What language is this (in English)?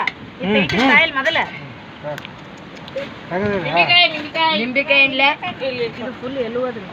Kannada